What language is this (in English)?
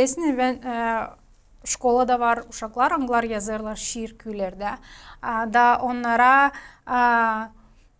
Gagauz